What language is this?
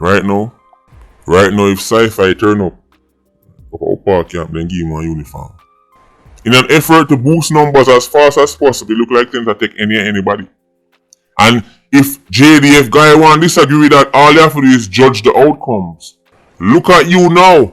Jamaican Creole English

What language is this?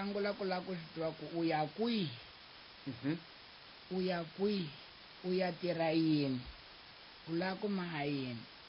Tsonga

